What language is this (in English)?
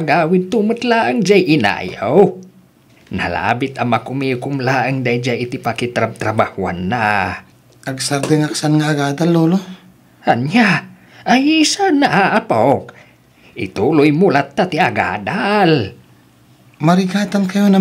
Iloko